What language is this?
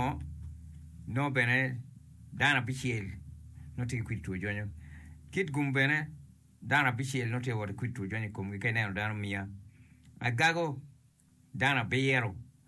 Acoli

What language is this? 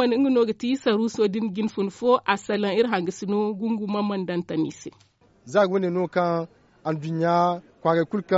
Zarma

